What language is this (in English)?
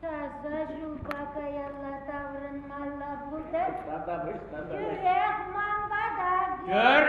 Chuvash